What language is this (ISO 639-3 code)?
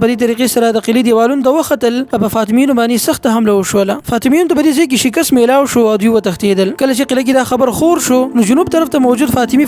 pus